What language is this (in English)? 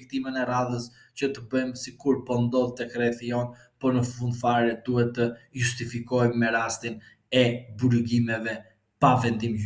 Albanian